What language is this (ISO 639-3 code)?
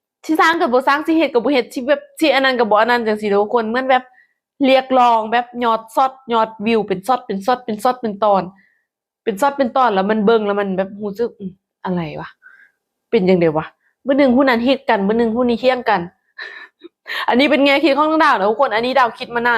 lao